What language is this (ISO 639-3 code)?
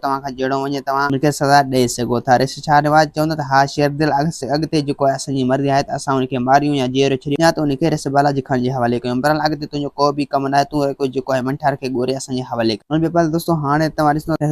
snd